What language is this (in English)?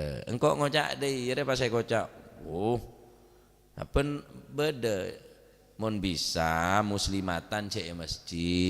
Madurese